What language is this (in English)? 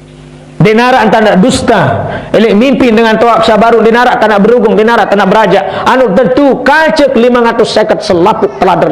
Sasak